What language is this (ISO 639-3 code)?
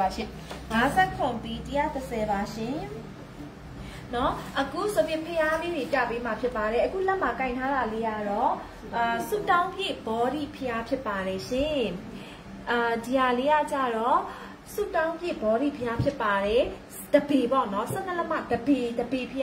mya